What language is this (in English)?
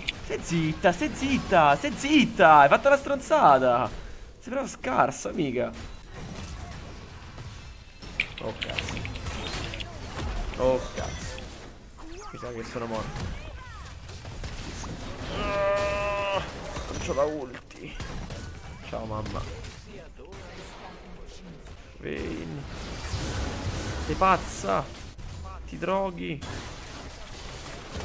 Italian